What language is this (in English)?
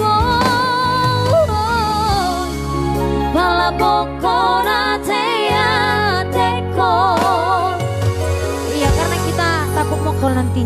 Batak Toba